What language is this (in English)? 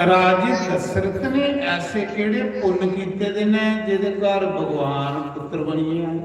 Dogri